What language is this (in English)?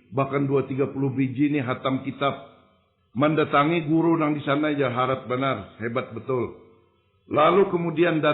Banjar